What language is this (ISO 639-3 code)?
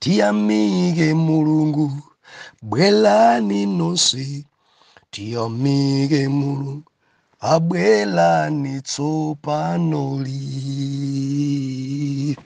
nya